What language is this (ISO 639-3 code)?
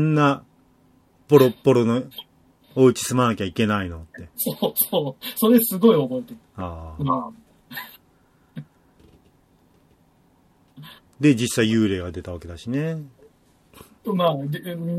jpn